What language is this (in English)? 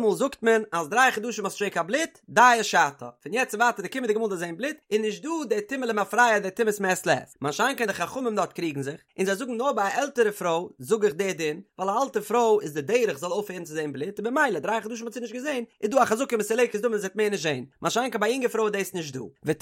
Yiddish